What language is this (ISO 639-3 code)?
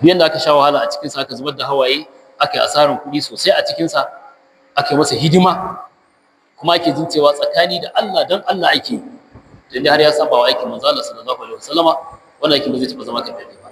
hau